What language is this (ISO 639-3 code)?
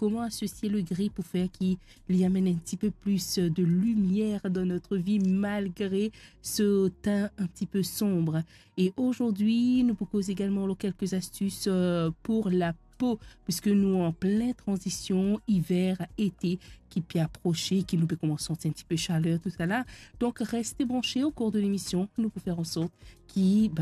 mfe